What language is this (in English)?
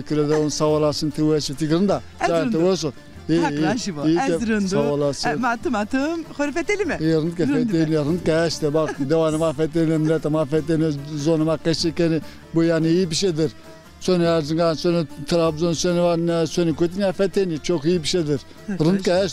Zaza